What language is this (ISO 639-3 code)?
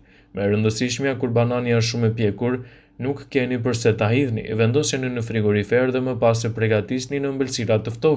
sqi